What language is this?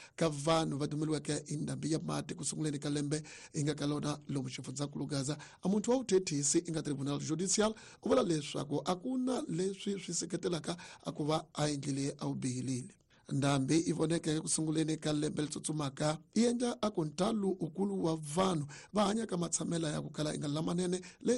Tsonga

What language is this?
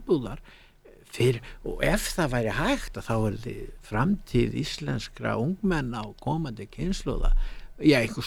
Icelandic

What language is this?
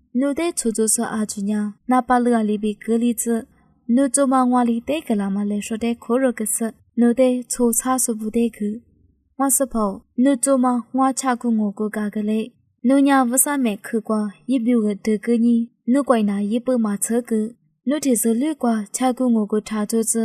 Lisu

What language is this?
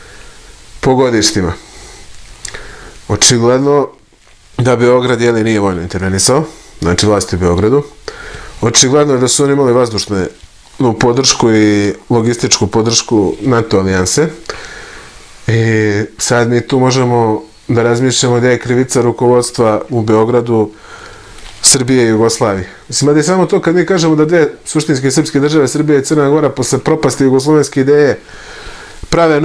Serbian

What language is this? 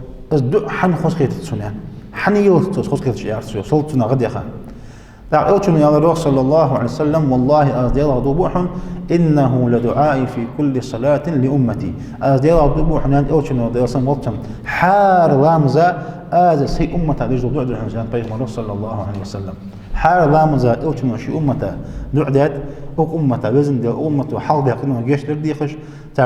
Ingush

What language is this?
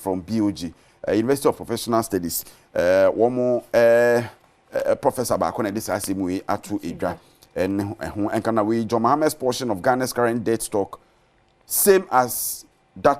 Akan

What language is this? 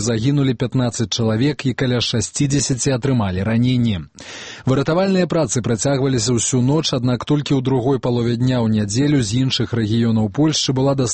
Belarusian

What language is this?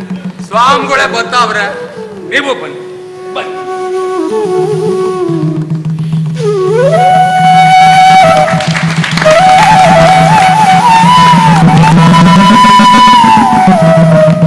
Kannada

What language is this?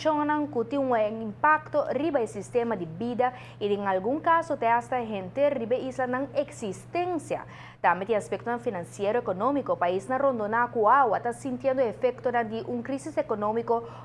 Papiamento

